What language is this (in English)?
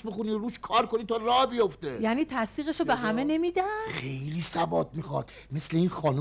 Persian